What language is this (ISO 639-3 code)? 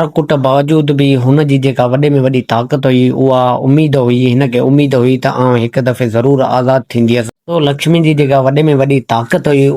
snd